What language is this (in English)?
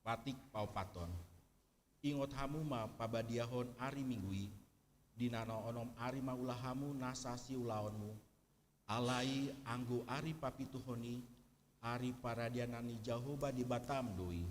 Batak Toba